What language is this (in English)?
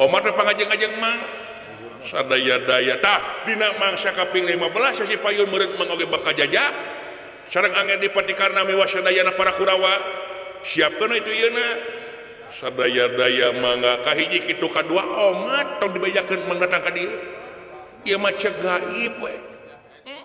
Sundanese